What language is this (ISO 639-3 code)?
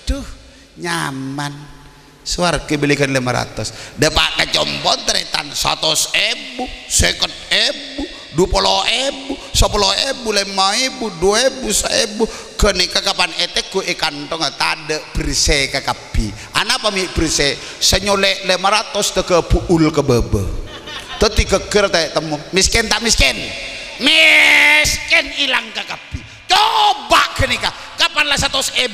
mad